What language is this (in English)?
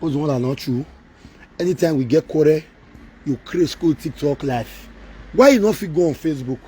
Nigerian Pidgin